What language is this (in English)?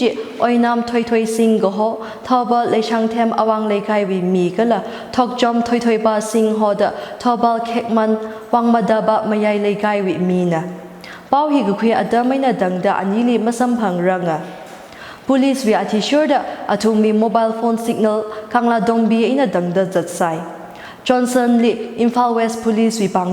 Tangkhul Naga (India)